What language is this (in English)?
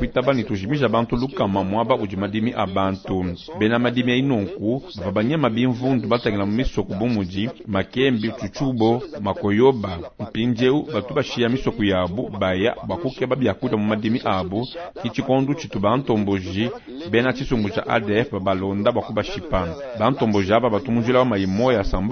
Luba-Lulua